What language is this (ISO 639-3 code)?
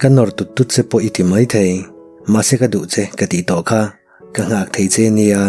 lus